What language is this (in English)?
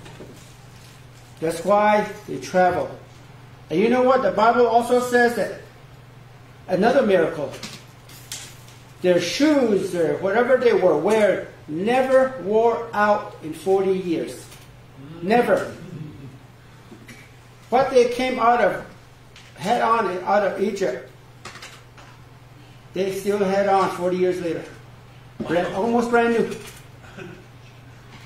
English